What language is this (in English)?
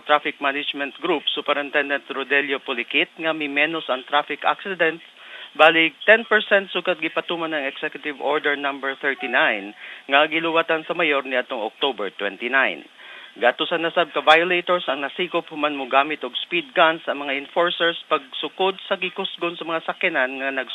Cebuano